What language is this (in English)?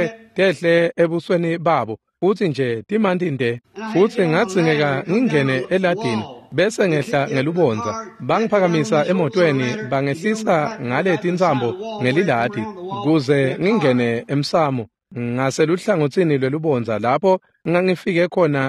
Swati